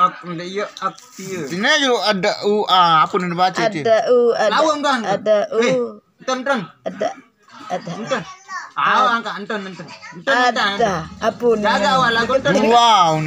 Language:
Sasak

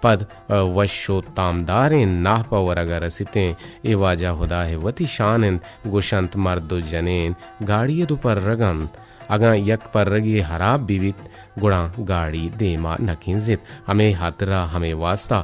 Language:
Eastern Balochi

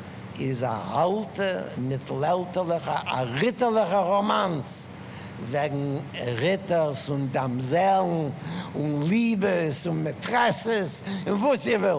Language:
Yiddish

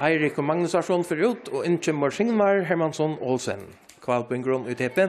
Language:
Faroese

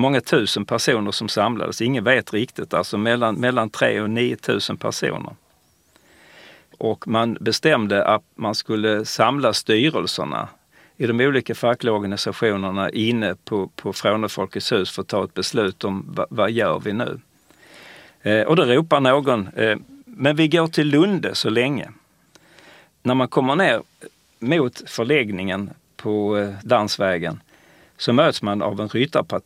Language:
Swedish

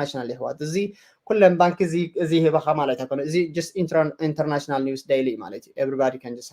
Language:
Tigrinya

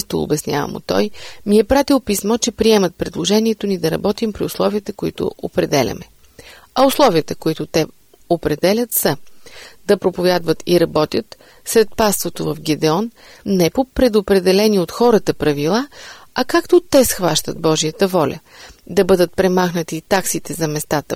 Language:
Bulgarian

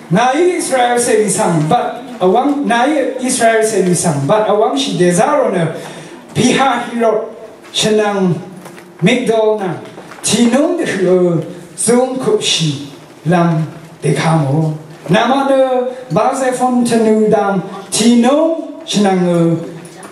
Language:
Rawang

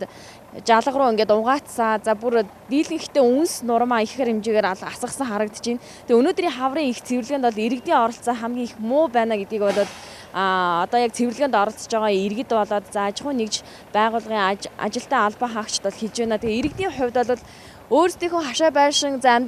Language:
Mongolian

